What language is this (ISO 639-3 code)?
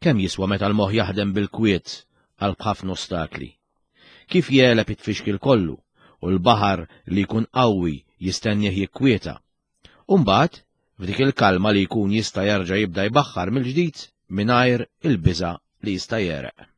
mlt